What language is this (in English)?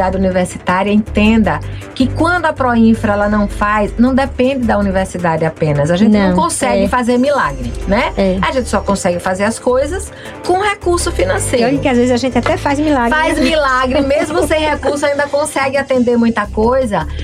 Portuguese